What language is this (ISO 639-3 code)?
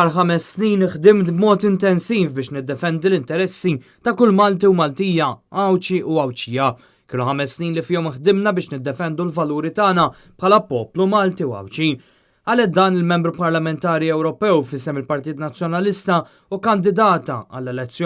mlt